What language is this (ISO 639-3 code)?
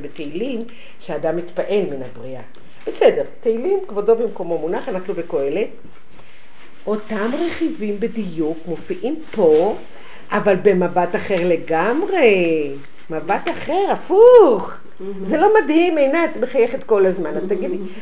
heb